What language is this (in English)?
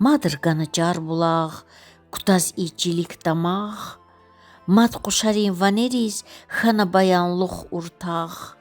Lezghian